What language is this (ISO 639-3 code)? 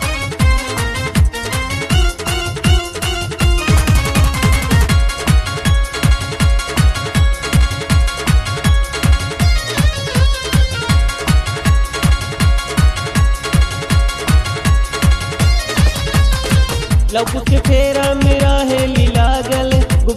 bho